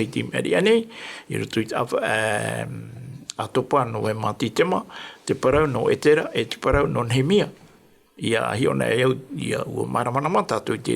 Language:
Tahitian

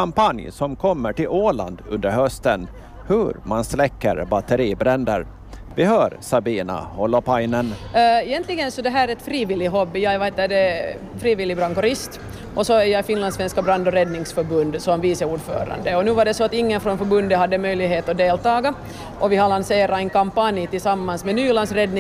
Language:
Swedish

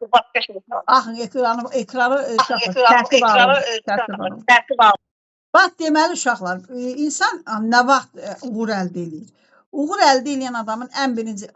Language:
Azerbaijani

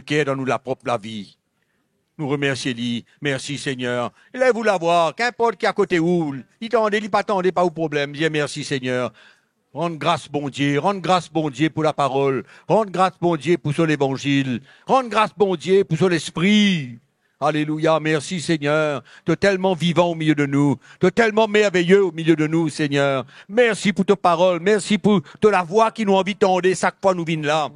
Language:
Morisyen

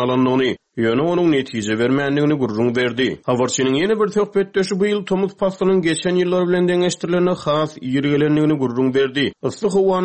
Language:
Turkmen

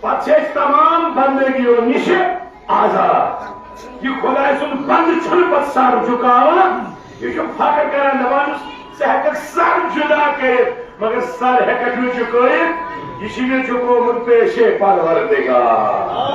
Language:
Kashmiri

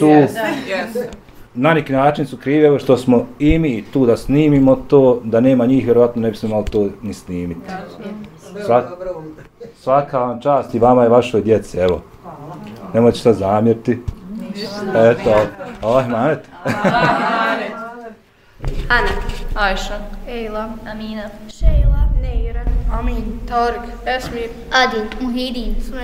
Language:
Bosnian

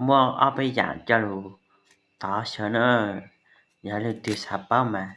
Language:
Hmong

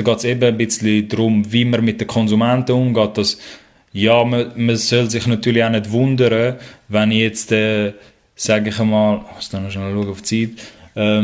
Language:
Swiss German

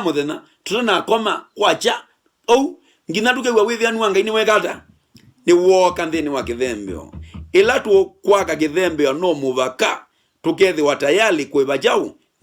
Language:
Kamba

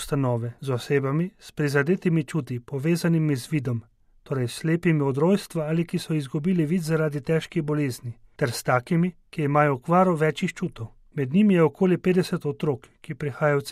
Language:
Slovenian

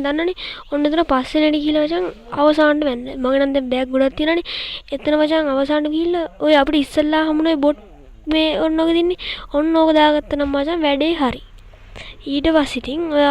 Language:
Sinhala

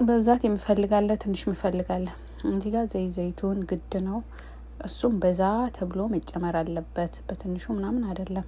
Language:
Amharic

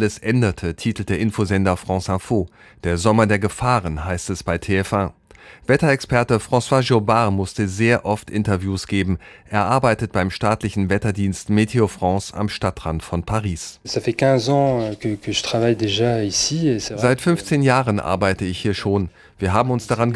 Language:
German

